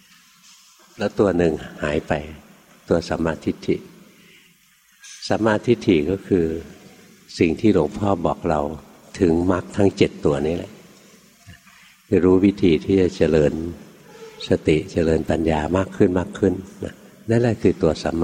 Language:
Thai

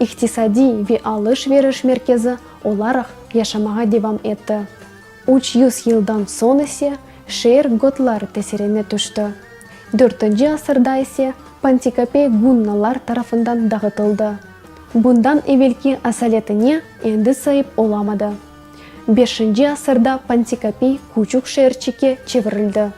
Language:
Crimean Tatar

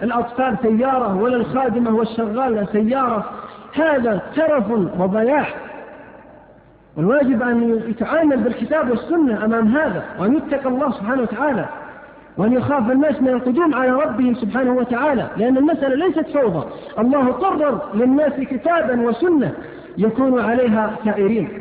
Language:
Arabic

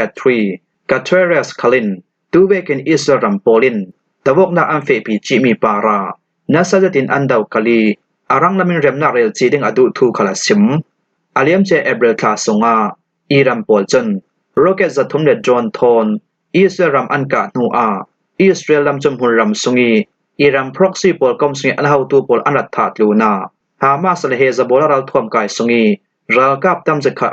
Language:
Falam Chin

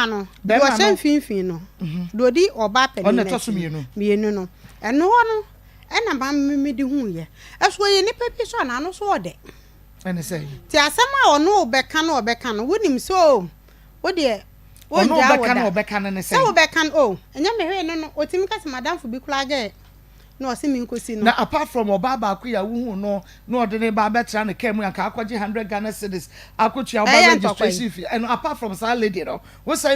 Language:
Akan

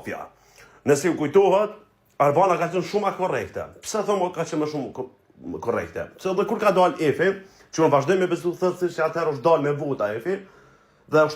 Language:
Albanian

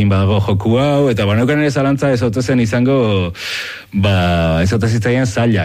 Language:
Basque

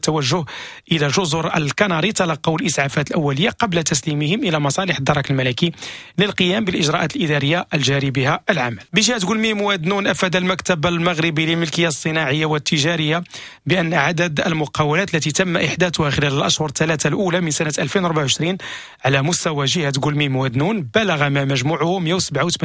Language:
Moroccan Arabic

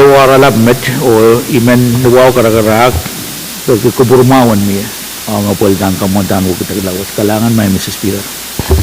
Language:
Pohnpeian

